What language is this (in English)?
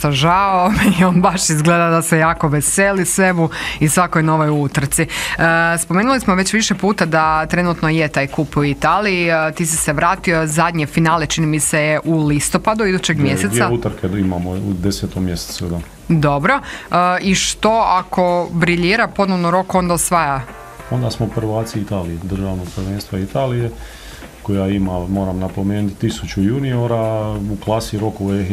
Croatian